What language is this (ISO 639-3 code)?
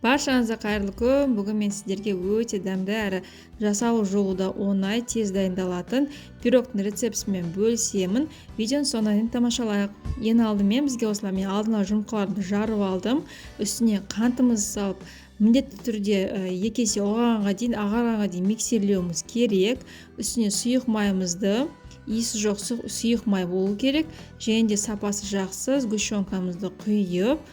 kaz